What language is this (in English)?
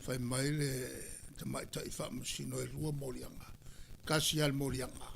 Samoan